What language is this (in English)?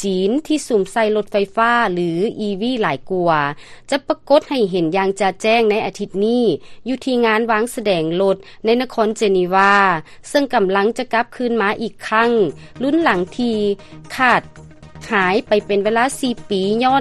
Lao